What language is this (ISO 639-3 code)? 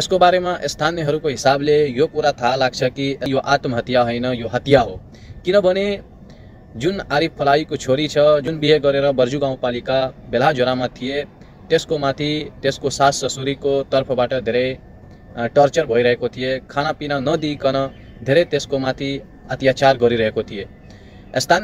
nep